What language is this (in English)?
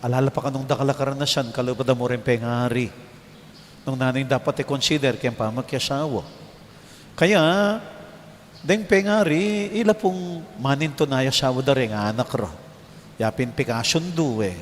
Pampanga